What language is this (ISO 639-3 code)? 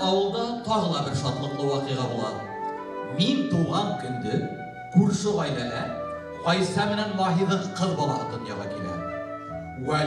bak